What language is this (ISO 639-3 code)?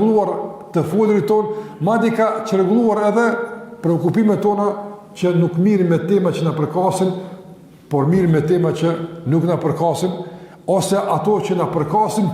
sqi